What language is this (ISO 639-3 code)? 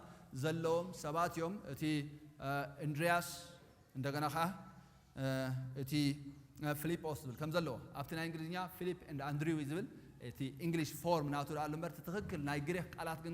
tir